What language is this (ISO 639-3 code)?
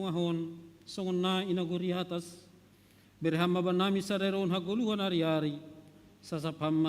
bts